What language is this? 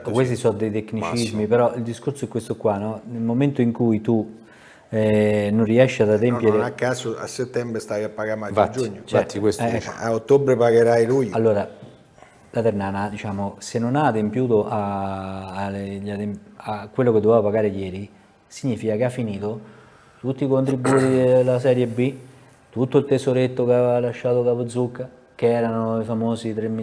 Italian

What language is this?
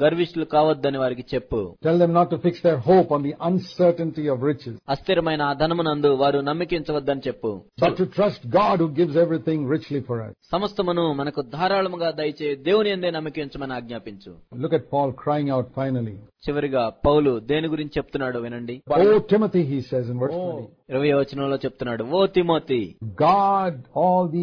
Telugu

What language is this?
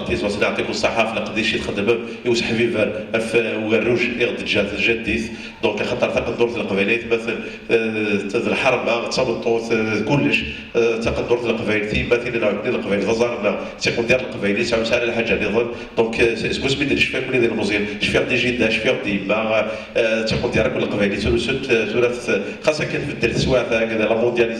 Kabyle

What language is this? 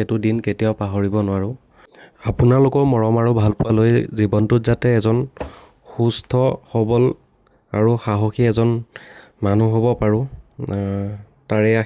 Assamese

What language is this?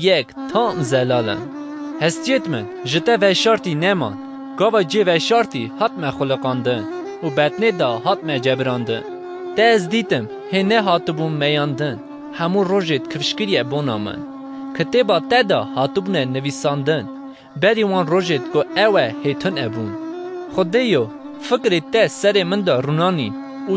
Kurdish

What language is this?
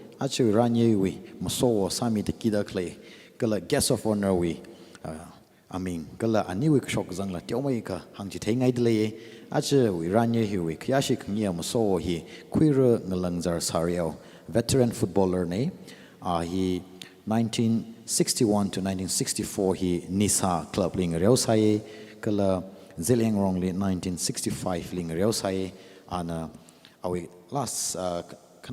Tangkhul Naga (India)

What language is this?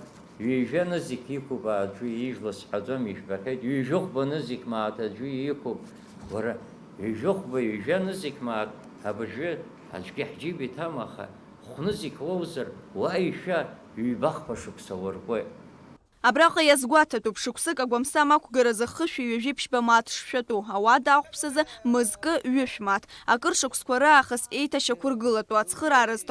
Abkhazian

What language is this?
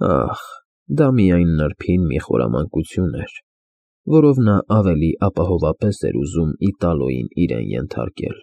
Armenian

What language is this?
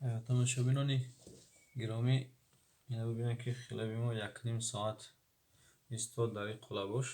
Tajik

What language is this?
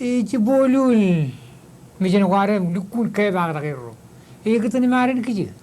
Marshallese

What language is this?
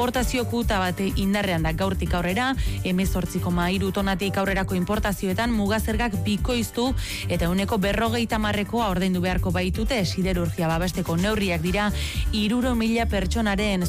Basque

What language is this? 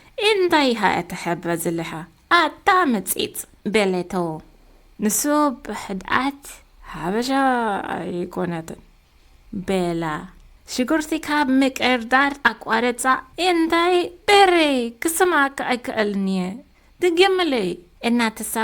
Tigrinya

